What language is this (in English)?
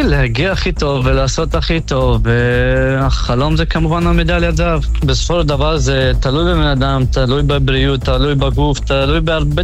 Hebrew